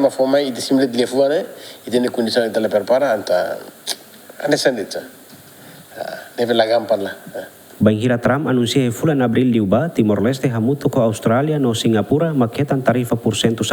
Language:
Tetum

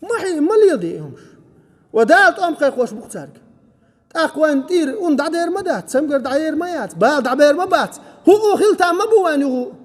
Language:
Chechen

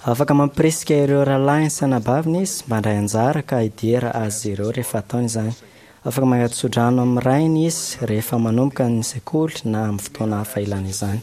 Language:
Malagasy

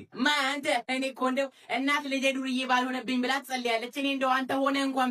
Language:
Amharic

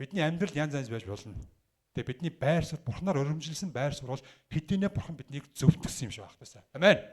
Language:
Mongolian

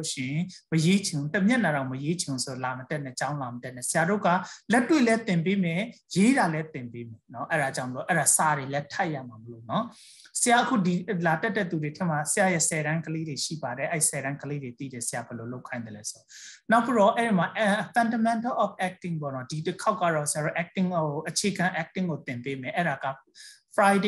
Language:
Burmese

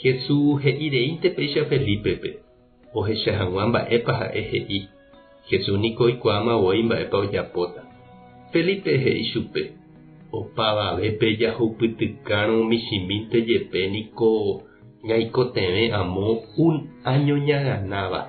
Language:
Guarani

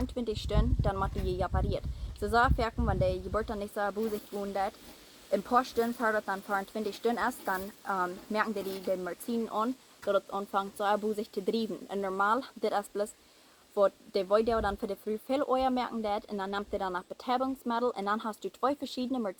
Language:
Plautdietsch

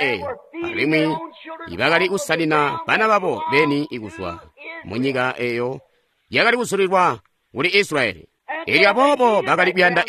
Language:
Tonga (Zambia)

